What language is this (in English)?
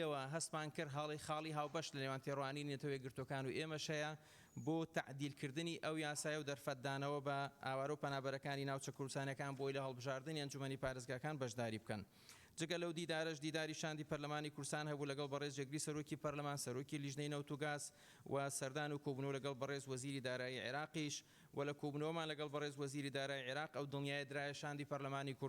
Central Kurdish